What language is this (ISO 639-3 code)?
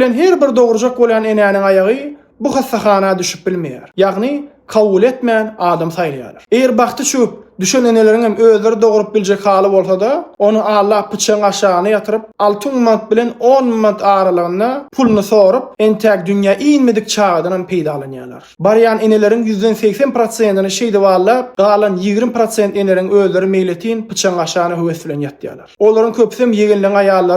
tuk